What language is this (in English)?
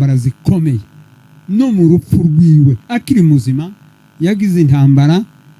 Kinyarwanda